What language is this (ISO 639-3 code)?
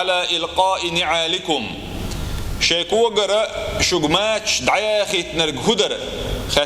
che